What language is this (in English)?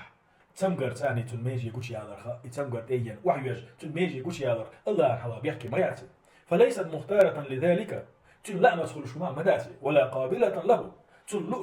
Chechen